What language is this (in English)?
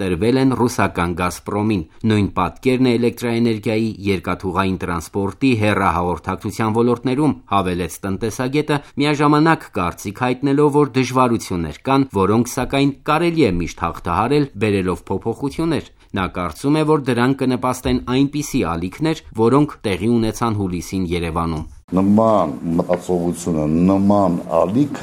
Armenian